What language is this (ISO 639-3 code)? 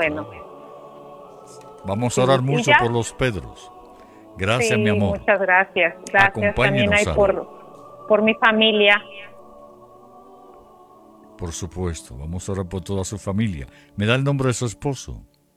spa